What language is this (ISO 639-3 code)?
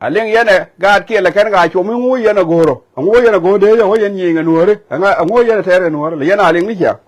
nus